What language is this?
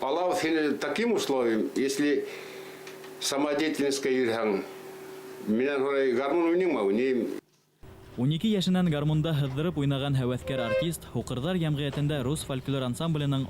Bashkir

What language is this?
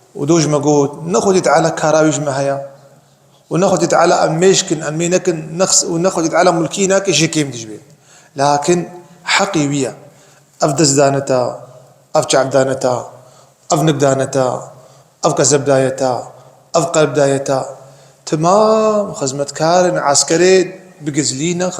Kurdish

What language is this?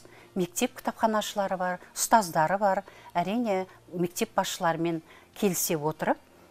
Kazakh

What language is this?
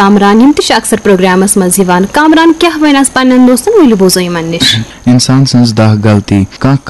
Kashmiri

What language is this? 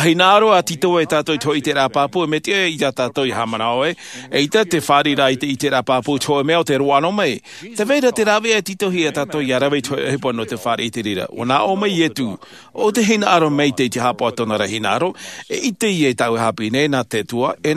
Tahitian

